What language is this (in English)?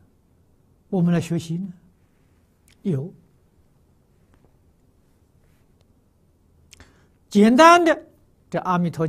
Chinese